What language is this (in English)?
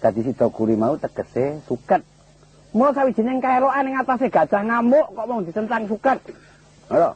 Javanese